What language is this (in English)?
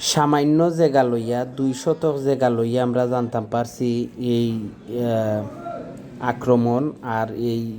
Sylheti